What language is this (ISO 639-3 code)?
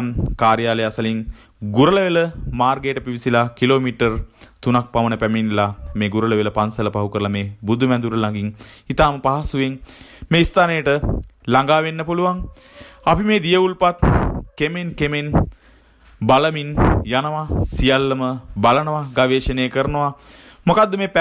sin